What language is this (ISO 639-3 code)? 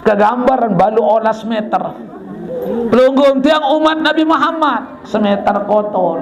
sas